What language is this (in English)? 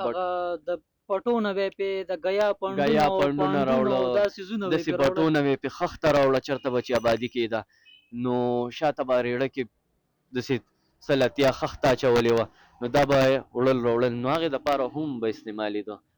Pashto